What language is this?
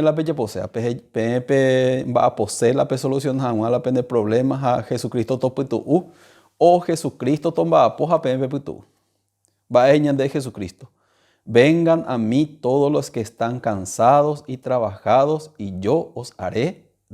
Guarani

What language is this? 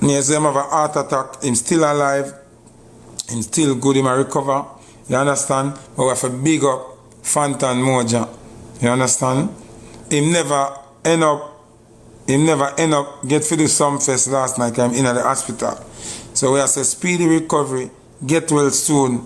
Jamaican Creole English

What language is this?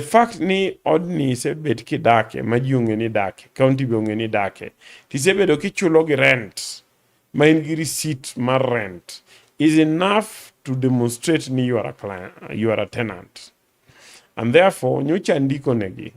Luo (Kenya and Tanzania)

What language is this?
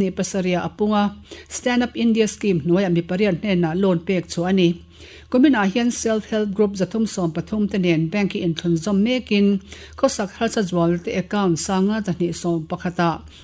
Mizo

